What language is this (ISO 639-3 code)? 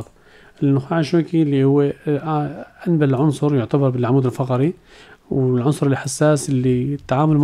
apc